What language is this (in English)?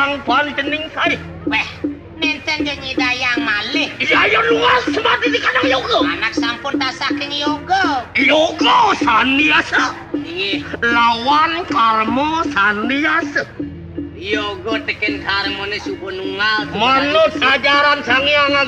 Balinese